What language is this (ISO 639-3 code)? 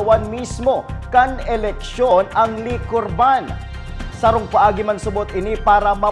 bik